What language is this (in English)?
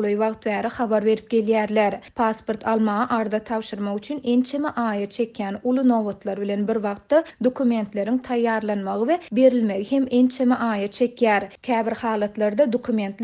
Turkmen